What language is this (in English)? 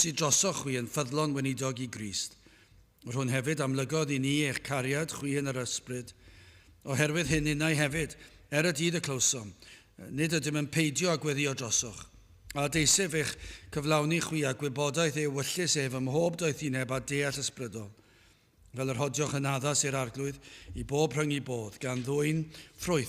Welsh